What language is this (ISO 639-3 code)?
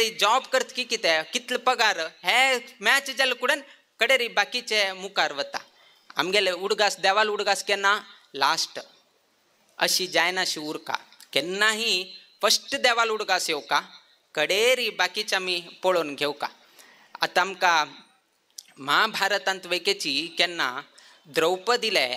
kok